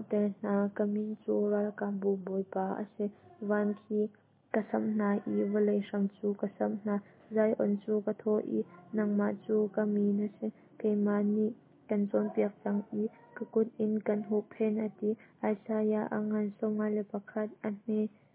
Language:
Hakha Chin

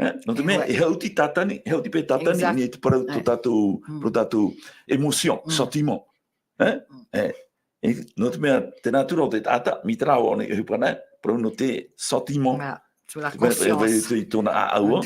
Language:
Tahitian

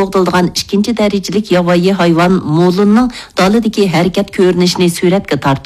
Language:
Uyghur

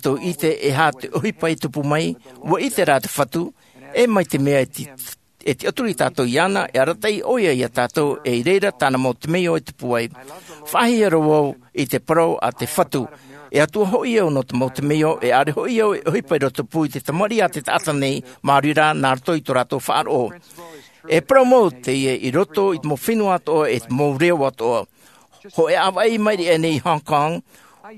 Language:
Tahitian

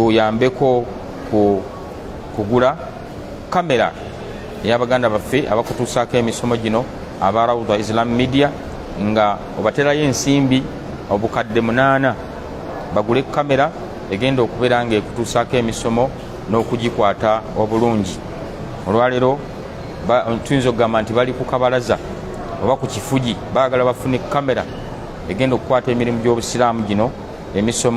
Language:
Ganda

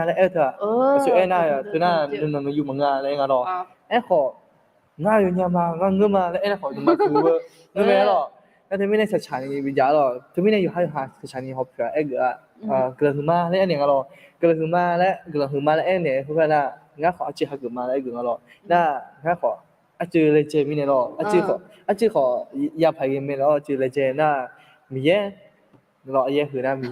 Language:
Akha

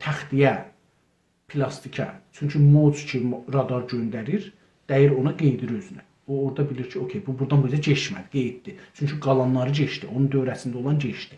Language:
South Azerbaijani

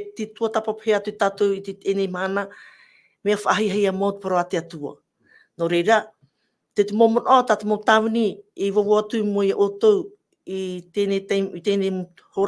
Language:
Tahitian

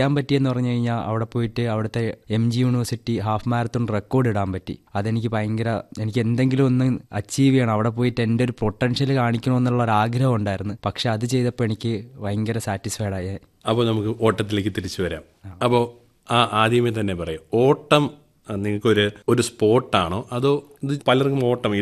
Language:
Malayalam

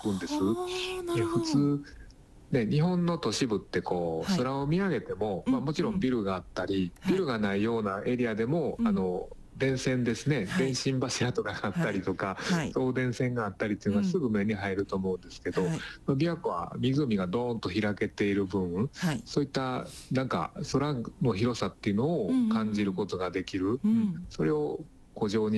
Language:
Japanese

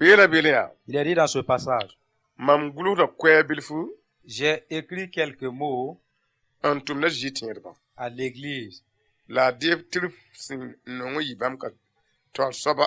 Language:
Mossi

